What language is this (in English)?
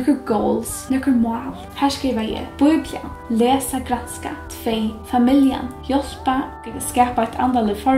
Faroese